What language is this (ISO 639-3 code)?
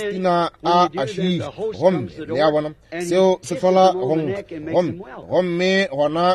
nso